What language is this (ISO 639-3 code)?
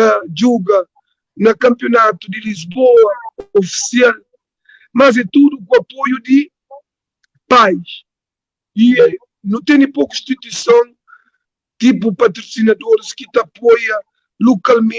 kea